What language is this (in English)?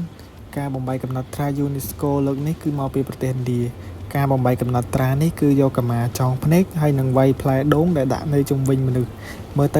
Khmer